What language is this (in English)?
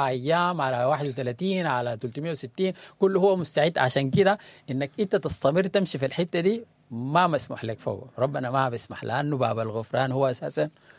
Sudanese Arabic